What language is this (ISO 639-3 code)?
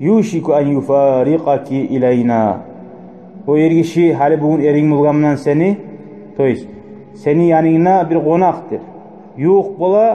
kum